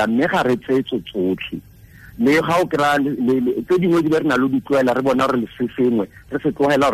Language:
Tswana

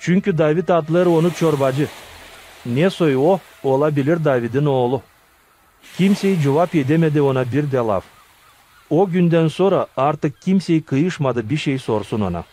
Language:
Gagauz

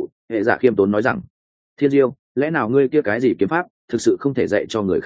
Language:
Vietnamese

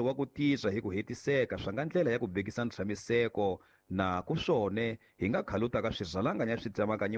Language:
Tsonga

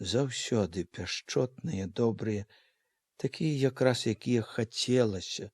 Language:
Belarusian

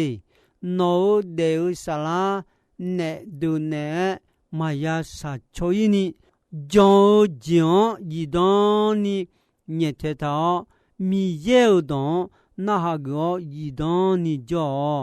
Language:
Akha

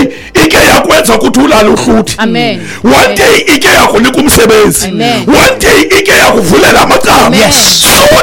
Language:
Xhosa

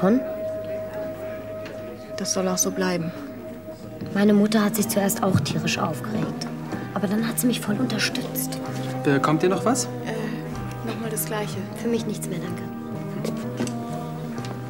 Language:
German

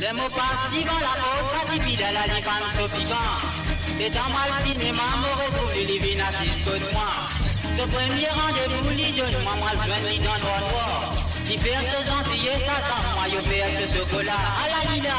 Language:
Morisyen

